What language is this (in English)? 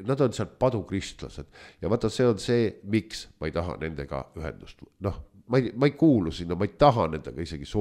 Estonian